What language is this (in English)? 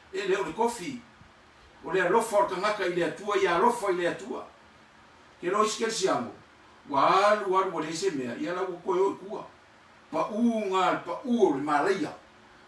Samoan